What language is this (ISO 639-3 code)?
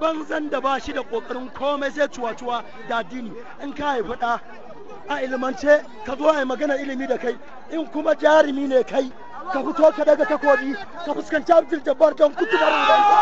hau